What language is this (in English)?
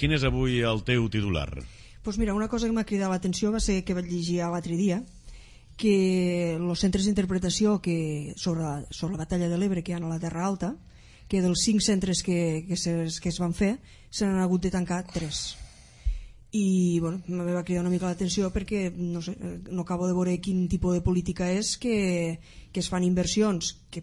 Catalan